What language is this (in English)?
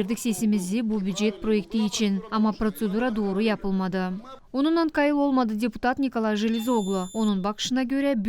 Gagauz